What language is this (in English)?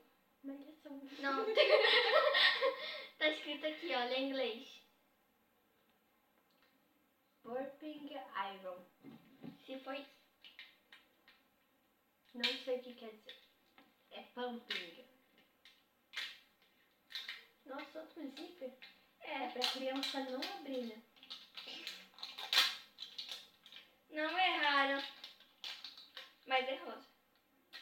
Portuguese